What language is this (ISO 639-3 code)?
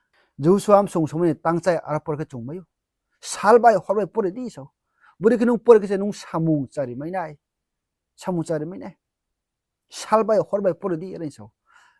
ria